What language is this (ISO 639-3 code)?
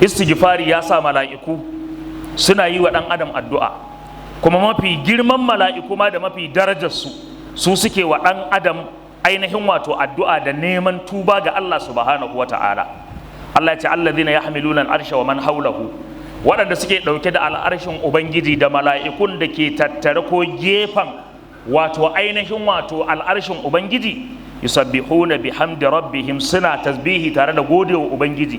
hau